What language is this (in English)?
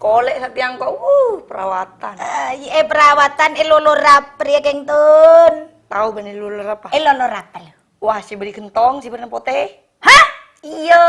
Madurese